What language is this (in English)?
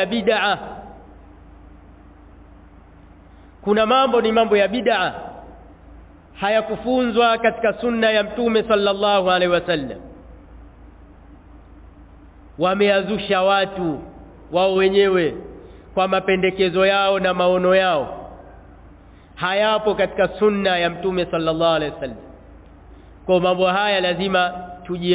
Swahili